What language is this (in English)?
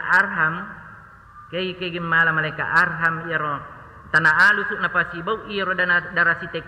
Buginese